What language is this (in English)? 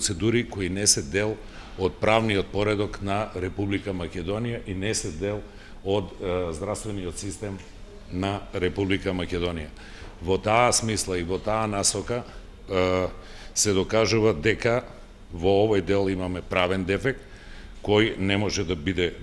Macedonian